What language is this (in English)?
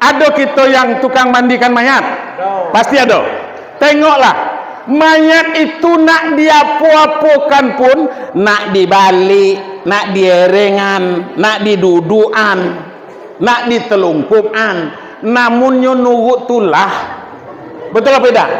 Minangkabau